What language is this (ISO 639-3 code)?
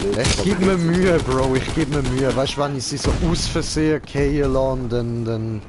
gsw